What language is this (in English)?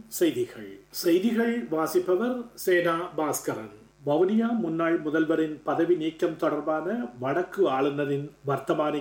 Tamil